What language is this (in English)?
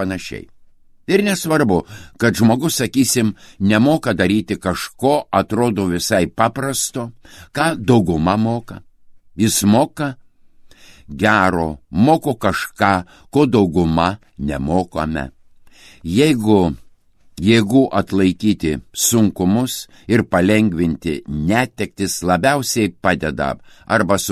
Lithuanian